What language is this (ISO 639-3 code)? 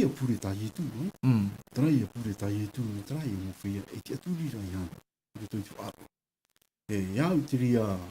tah